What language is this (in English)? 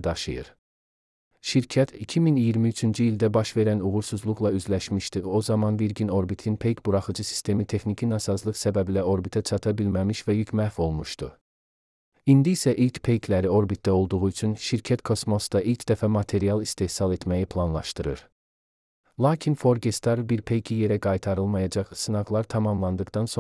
Azerbaijani